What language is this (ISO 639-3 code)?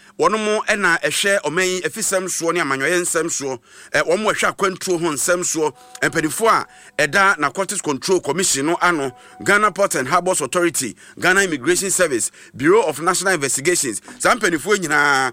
aka